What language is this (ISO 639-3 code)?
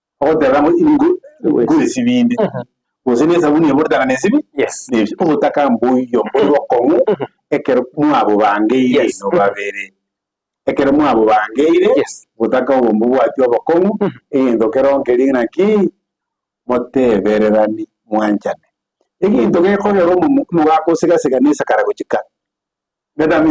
guz